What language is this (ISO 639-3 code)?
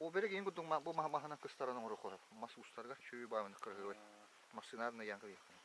sah